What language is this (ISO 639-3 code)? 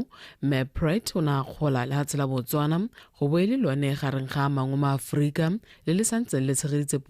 tsn